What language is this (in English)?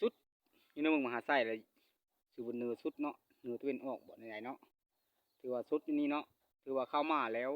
Lao